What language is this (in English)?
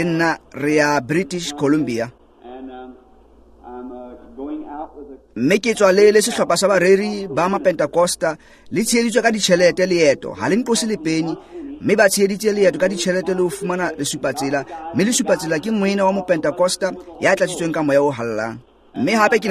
Tswana